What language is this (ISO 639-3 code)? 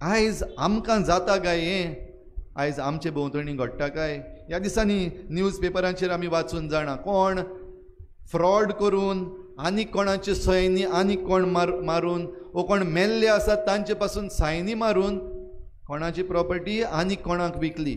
kok